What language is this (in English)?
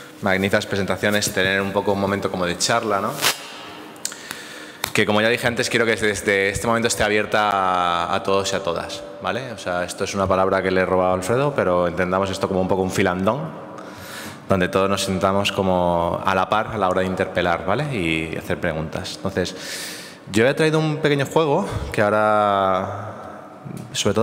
Spanish